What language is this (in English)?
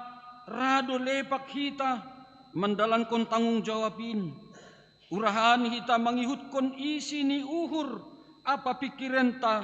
Batak Simalungun